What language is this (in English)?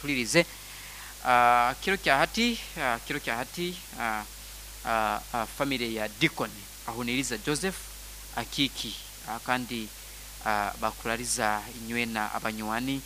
Nyoro